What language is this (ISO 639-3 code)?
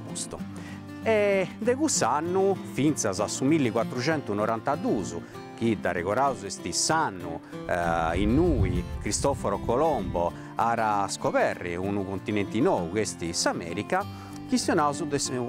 srd